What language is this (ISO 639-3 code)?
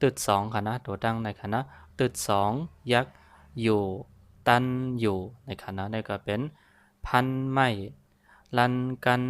shn